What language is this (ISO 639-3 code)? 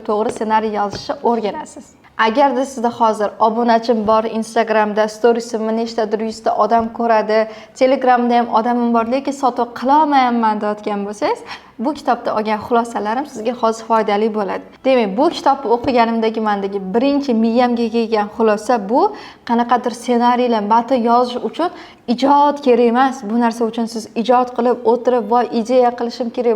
uzb